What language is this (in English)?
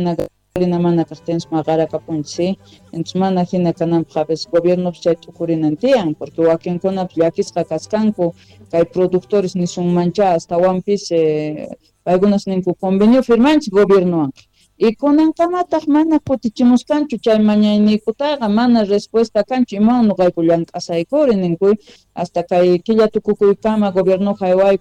Quechua